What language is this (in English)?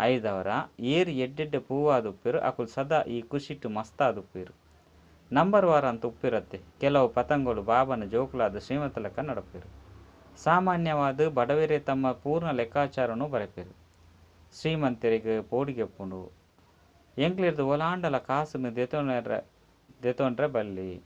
Tulu